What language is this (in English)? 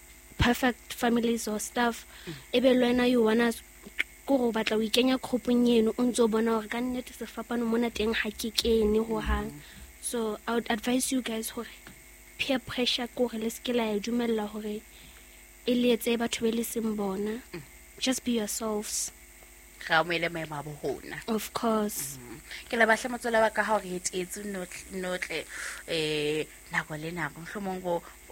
Southern Sotho